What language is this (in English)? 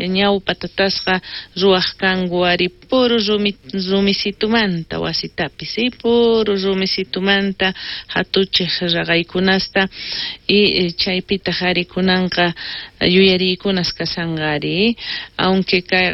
South Bolivian Quechua